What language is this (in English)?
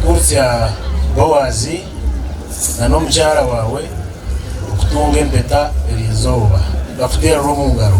Nyankole